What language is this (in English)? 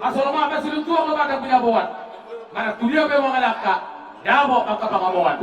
Batak Toba